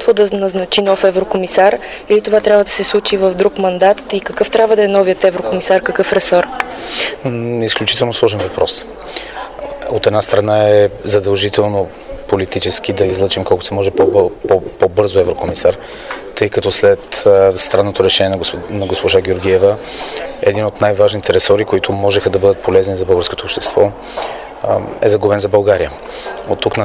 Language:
Bulgarian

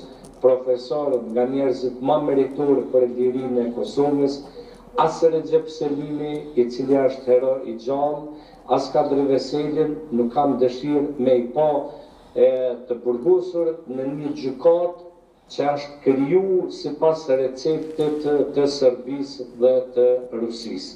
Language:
Albanian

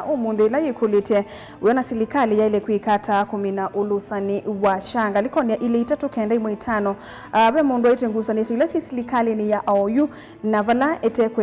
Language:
Kamba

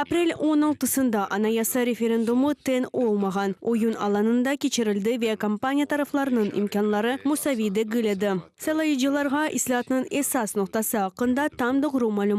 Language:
Crimean Tatar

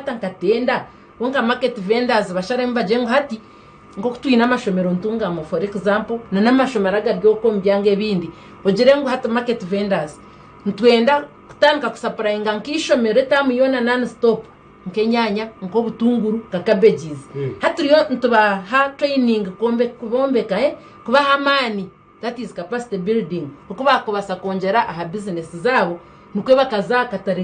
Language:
Nyankole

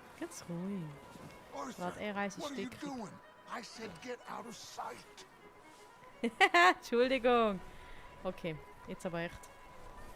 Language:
Swiss German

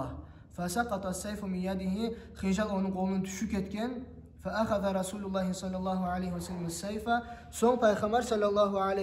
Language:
Kumyk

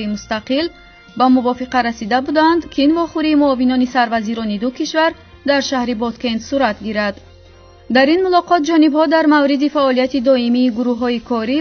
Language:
Tajik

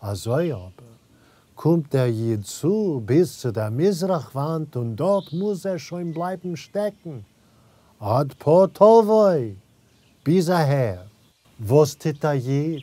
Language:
Yiddish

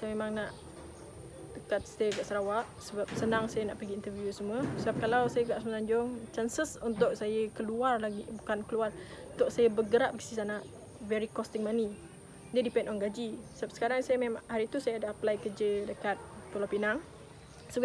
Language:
Malay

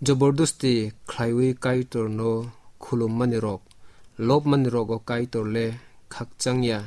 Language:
Kok Borok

